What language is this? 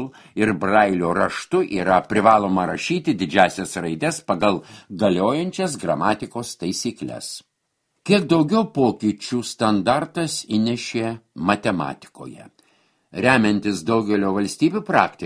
Lithuanian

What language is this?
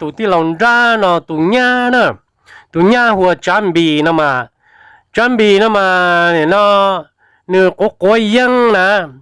Hmong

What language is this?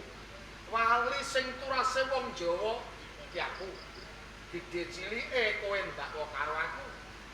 Javanese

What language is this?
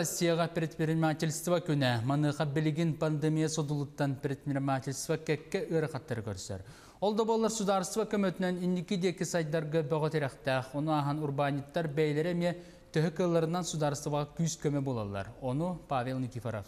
Yakut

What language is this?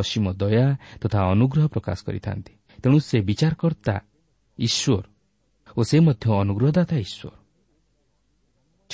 Odia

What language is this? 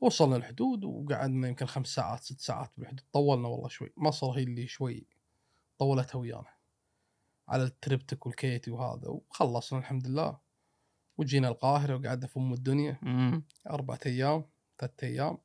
Gulf Arabic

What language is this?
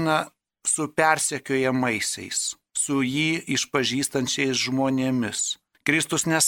Lithuanian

